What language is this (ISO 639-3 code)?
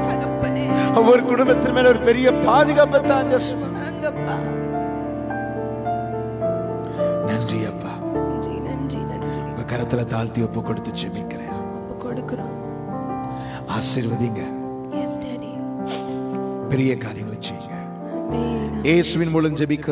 tam